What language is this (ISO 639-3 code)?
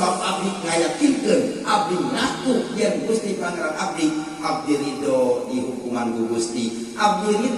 sun